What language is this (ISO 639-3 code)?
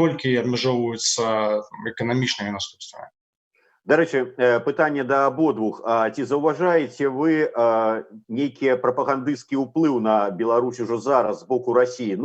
bel